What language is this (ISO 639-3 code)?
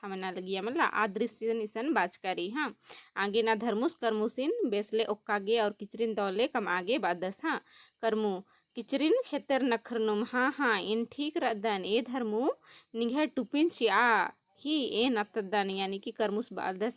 kru